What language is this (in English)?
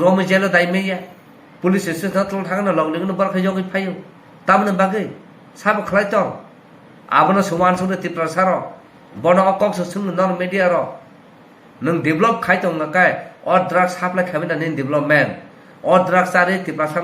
Kok Borok